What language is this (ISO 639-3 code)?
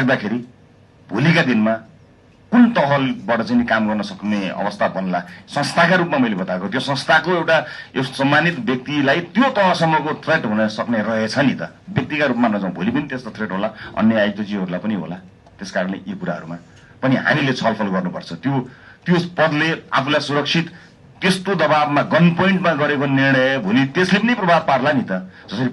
nep